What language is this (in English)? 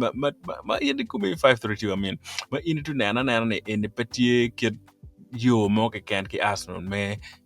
Acoli